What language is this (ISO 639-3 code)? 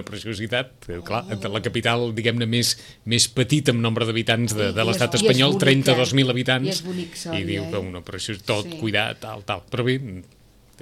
cat